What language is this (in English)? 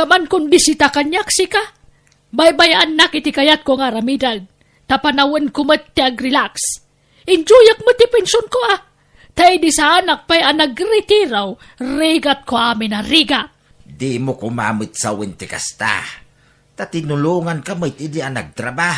Iloko